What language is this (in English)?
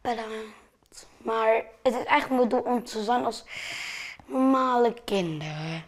Western Frisian